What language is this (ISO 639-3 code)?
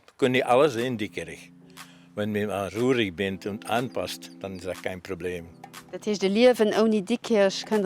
ltz